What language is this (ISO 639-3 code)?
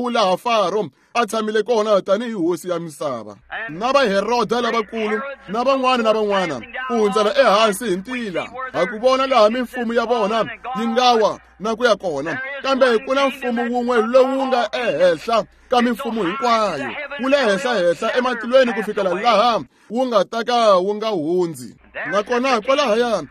tso